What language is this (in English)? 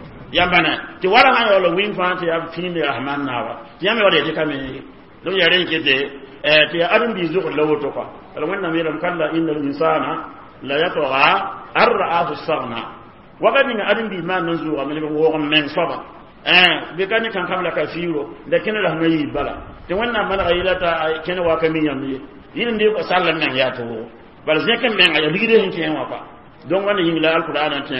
Mossi